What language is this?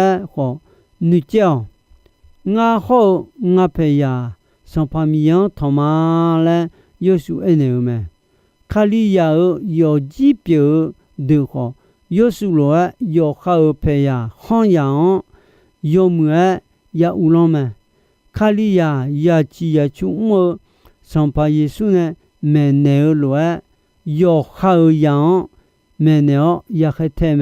Akha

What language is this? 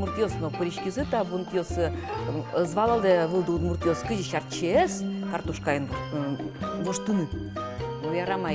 Udmurt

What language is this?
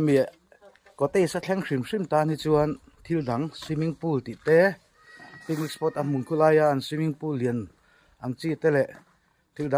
Mizo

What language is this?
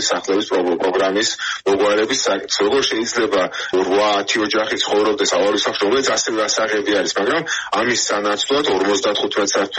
Georgian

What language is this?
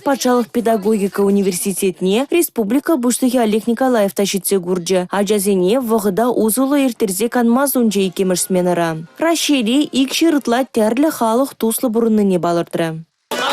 Chuvash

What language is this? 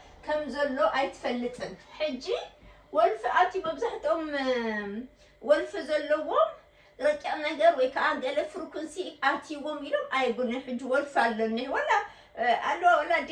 Tigrinya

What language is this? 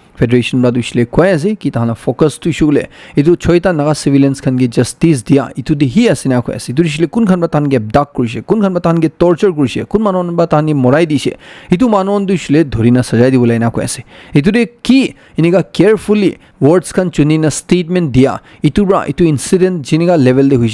Naga Pidgin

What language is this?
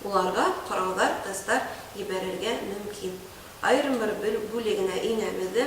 Bashkir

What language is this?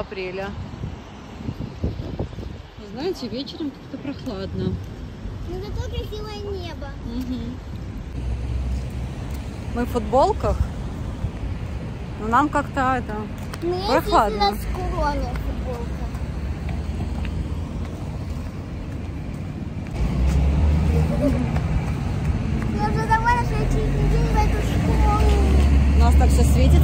Russian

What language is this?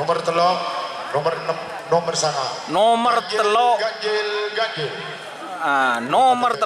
Madurese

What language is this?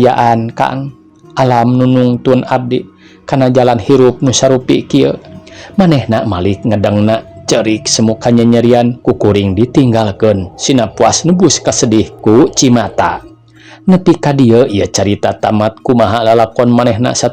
Sundanese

